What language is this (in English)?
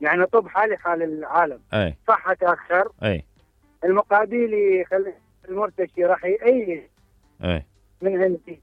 Mesopotamian Arabic